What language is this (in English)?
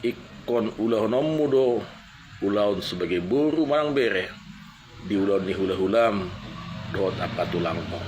Batak Toba